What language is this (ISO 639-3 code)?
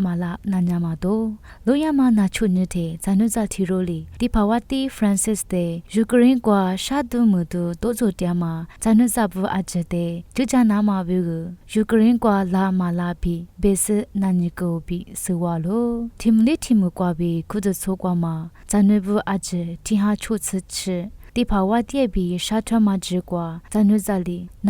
lis